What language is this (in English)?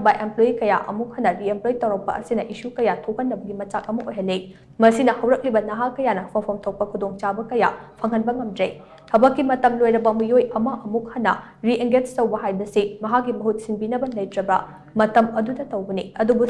Manipuri